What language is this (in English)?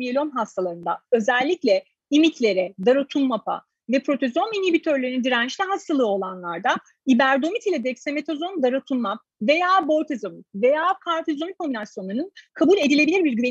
Turkish